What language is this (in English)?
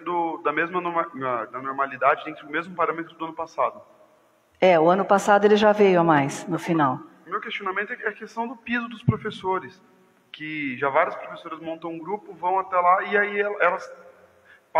Portuguese